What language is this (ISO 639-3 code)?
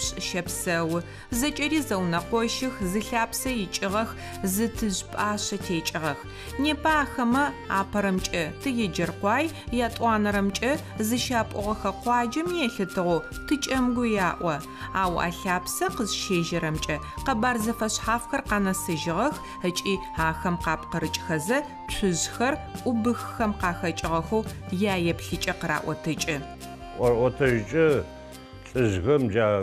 ady